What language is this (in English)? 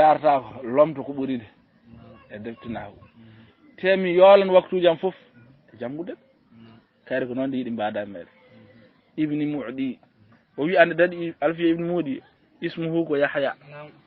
Fula